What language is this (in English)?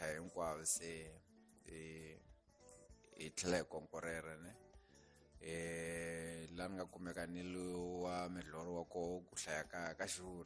Tsonga